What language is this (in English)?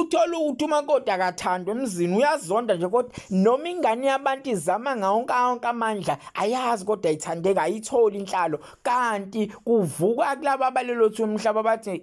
Zulu